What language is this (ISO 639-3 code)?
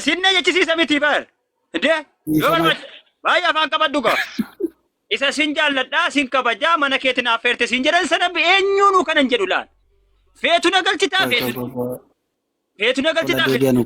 orm